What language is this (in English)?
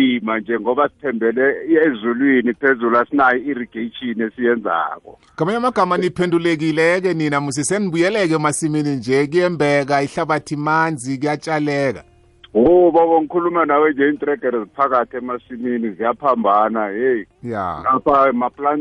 South Ndebele